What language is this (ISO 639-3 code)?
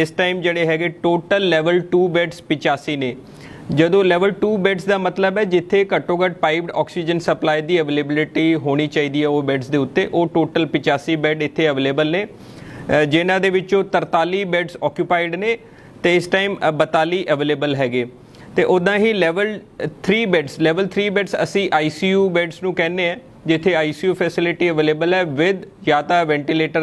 pan